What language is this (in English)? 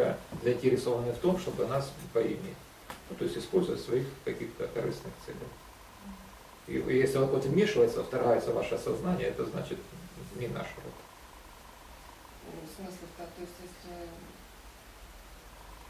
Russian